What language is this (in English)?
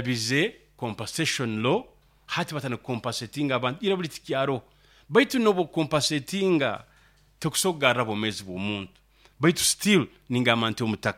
Nyoro